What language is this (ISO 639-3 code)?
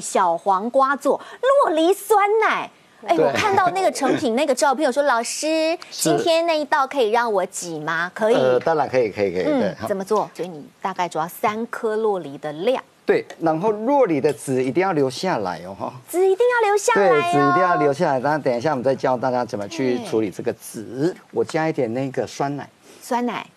zho